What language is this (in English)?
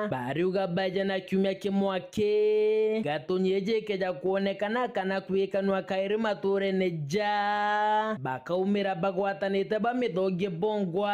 Meru